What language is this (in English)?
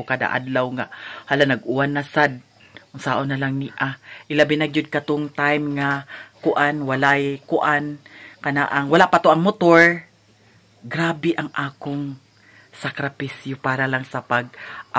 Cebuano